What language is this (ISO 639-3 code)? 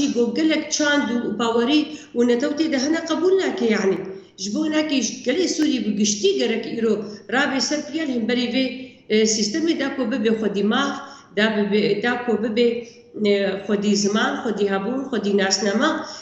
kur